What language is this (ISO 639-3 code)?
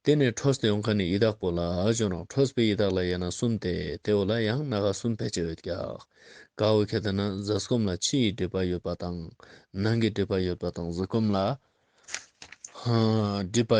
lbj